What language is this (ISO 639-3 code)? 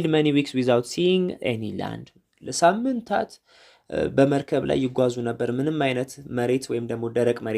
amh